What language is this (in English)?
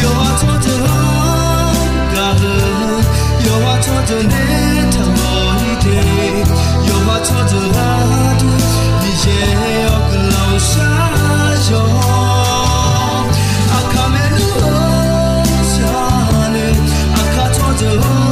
Akha